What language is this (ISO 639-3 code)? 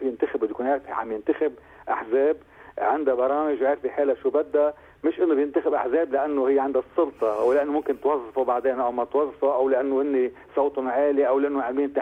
apc